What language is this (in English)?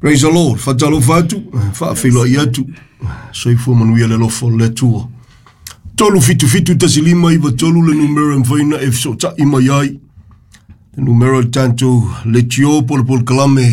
Samoan